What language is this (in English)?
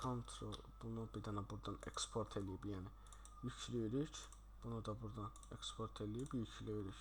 Azerbaijani